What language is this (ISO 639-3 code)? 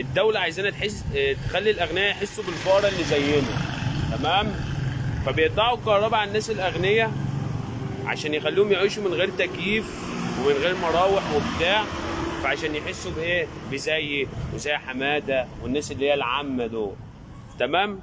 arz